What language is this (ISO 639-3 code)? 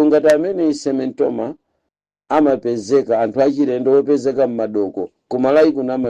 nya